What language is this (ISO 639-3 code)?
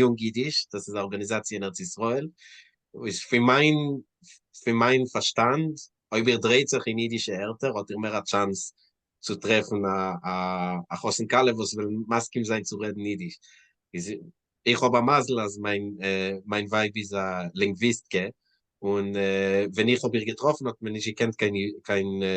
yid